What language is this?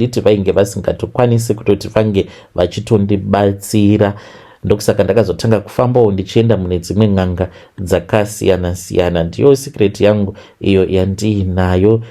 Shona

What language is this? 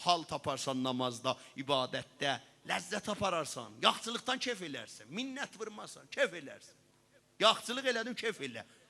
South Azerbaijani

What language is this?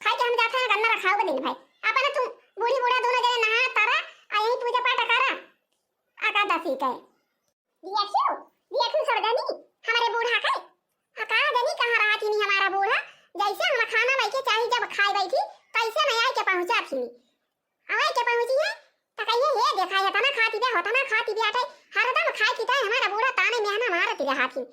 Awadhi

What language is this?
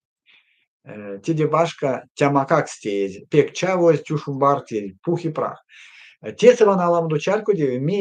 Erzya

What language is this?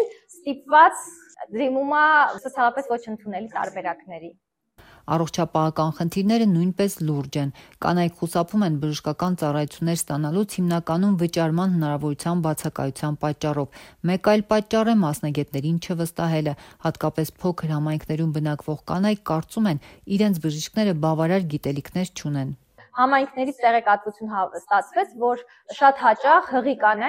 Armenian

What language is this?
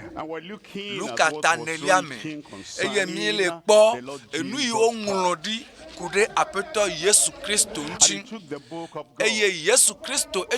Ewe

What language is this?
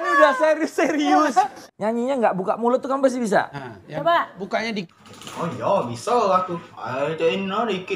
Musi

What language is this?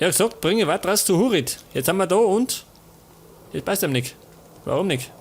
Bavarian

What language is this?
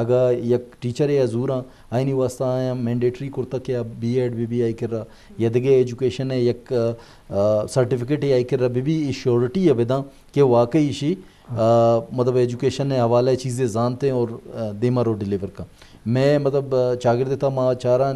Eastern Balochi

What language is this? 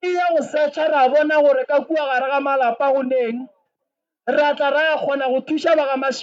Northern Sotho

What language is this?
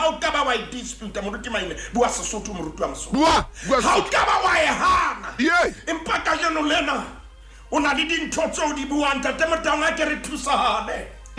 Southern Sotho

